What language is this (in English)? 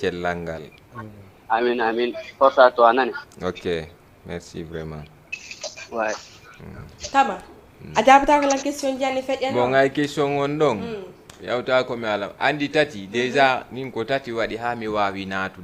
Fula